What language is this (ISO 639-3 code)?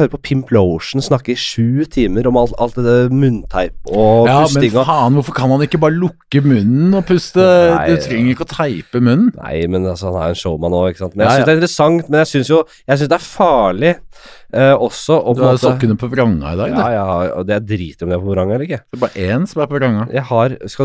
nor